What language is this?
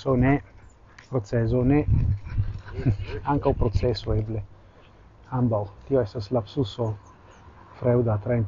Esperanto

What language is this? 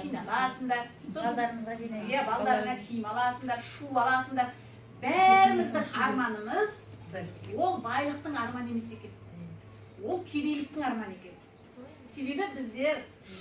Kazakh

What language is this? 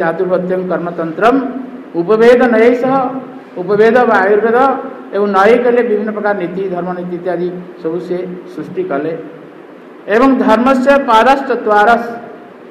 Odia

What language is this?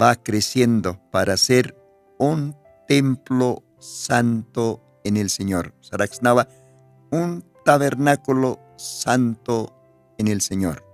Aymara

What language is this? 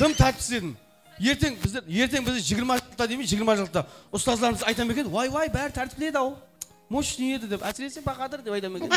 Kara-Kalpak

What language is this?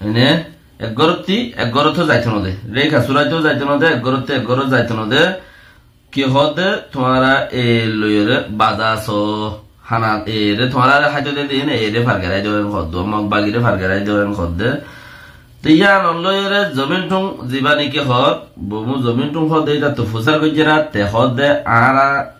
Rohingya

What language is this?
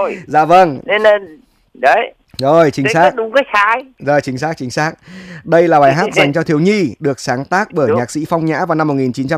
Vietnamese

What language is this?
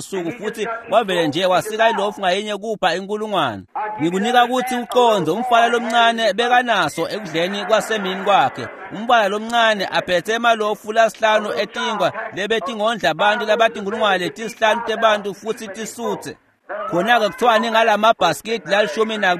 Swati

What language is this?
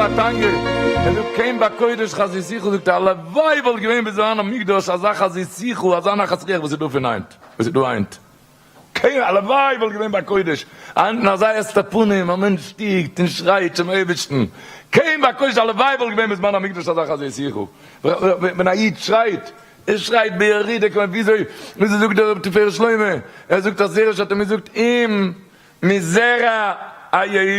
Yiddish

